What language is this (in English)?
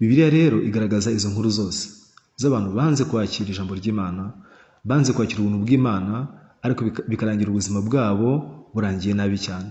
Kinyarwanda